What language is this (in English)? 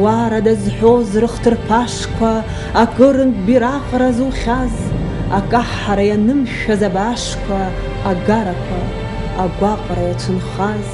Abkhazian